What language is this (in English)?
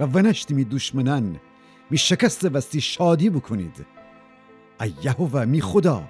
Gilaki